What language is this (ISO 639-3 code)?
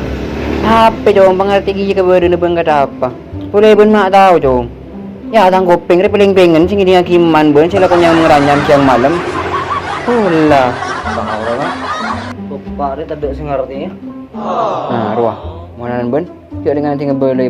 mad